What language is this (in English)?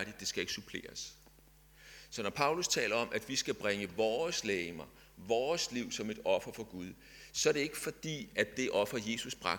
Danish